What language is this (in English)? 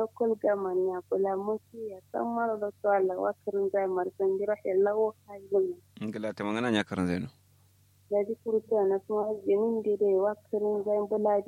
Kanuri